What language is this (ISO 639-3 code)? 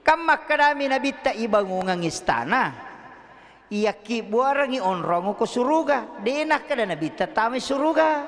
bug